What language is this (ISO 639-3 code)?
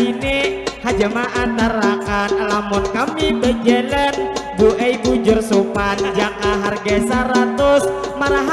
bjn